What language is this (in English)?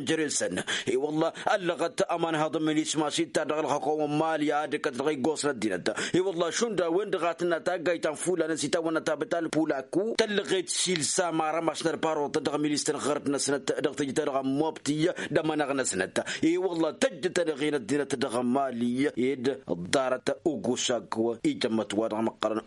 Tamasheq